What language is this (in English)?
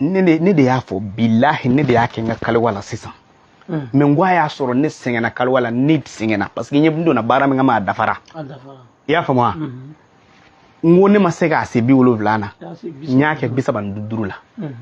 Bambara